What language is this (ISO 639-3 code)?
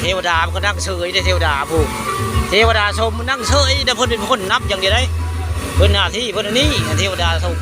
tts